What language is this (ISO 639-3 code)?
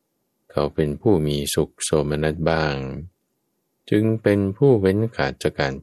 tha